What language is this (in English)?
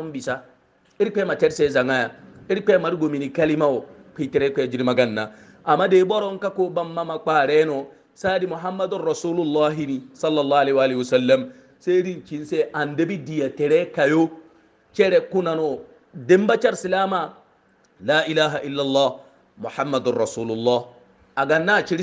Hausa